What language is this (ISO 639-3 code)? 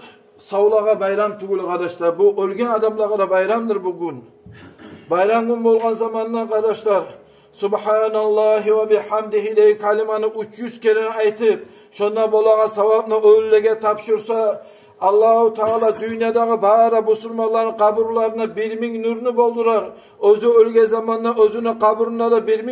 kum